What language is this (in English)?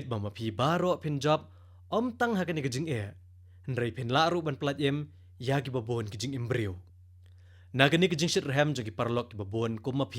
Khasi